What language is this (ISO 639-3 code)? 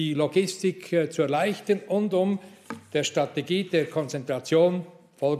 deu